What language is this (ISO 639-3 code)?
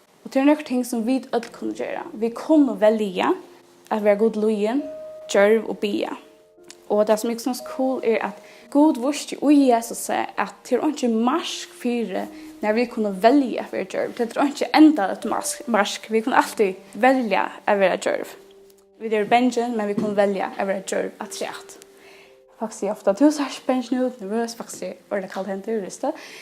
fao